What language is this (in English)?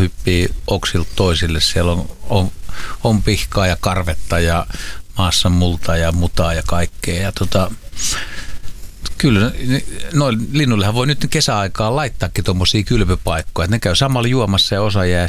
Finnish